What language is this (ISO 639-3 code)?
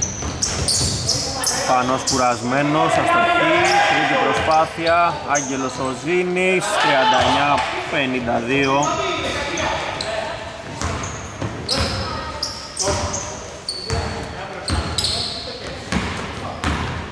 ell